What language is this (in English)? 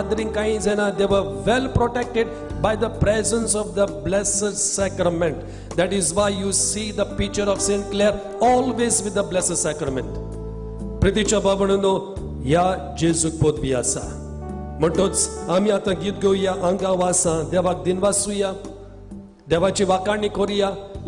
Konkani